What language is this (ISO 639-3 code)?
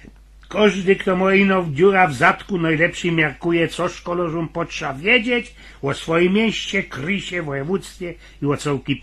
szl